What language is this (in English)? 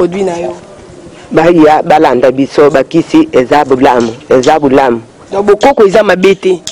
Lingala